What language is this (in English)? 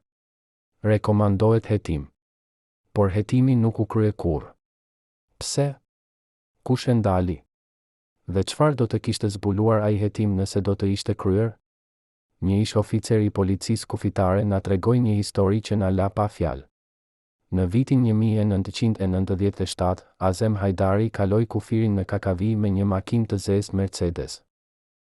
Albanian